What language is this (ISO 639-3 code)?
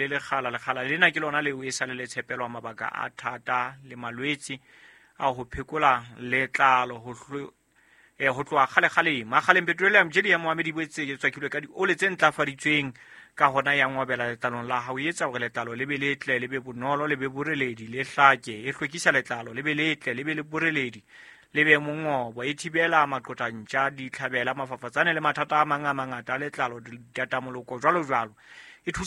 sot